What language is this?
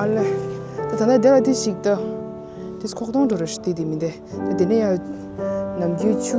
Tibetan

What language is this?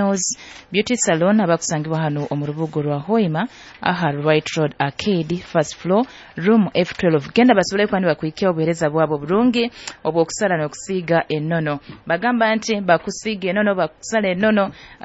Nyoro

